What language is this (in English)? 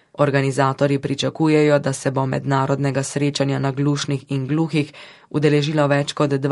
Slovenian